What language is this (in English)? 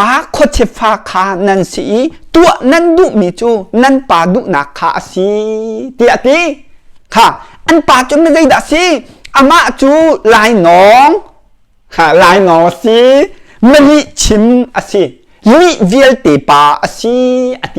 Hakha Chin